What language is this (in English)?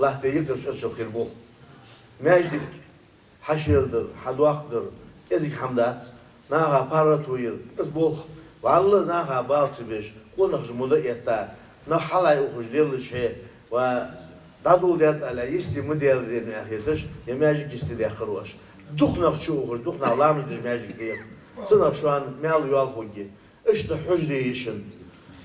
Ingush